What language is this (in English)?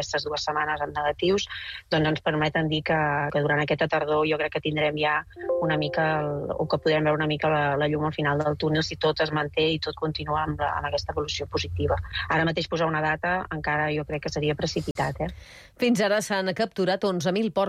Catalan